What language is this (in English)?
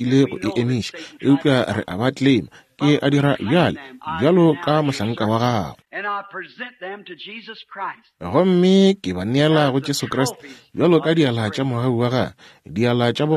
Northern Sotho